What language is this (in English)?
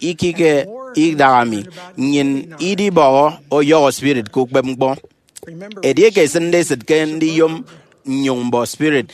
Efik